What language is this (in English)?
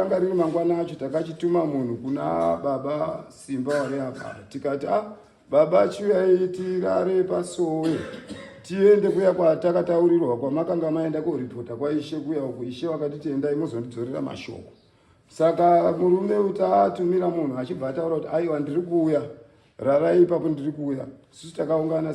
Shona